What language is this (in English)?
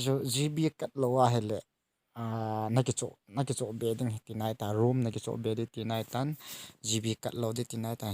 Thado Chin